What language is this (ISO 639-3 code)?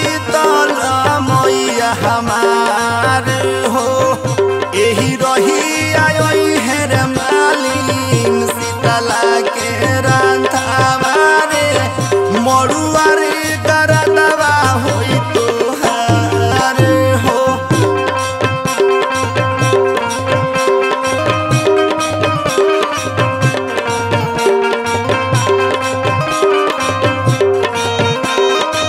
bho